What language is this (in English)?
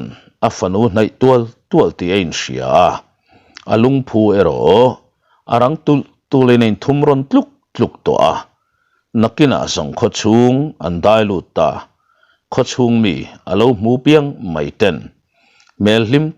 Mizo